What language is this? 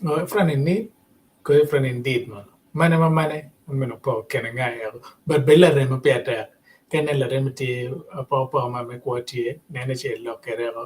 Acoli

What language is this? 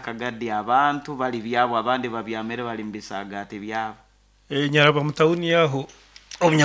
Nyoro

